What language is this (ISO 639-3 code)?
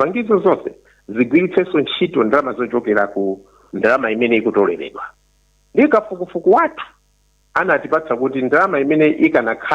nya